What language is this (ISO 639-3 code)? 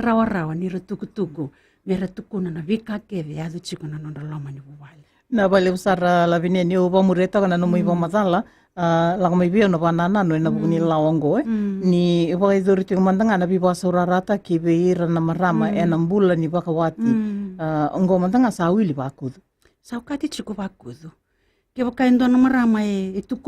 fij